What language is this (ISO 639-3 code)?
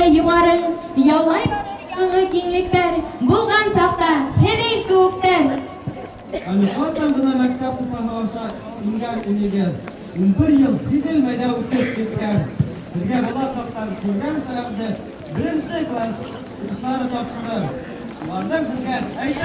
bak